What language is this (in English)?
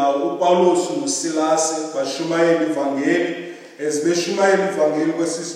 Xhosa